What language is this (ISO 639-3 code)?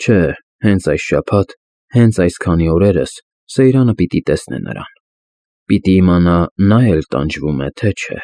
hye